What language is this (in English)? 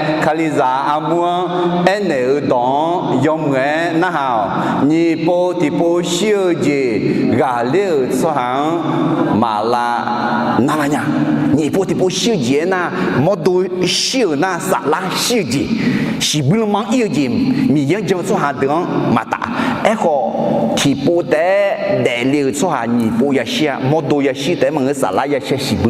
Akha